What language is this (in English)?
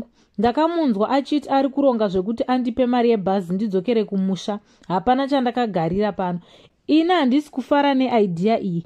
Shona